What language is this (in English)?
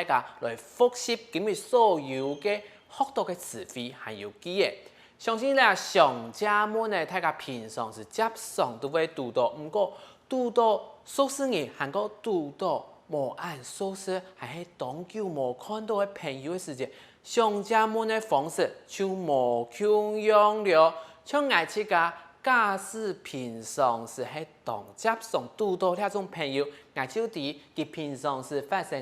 Hakka Chinese